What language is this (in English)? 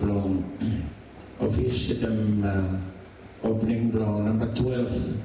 Bislama